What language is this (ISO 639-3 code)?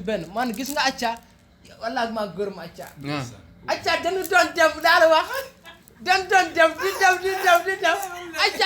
wol